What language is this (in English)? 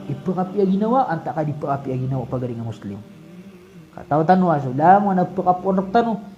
Maranao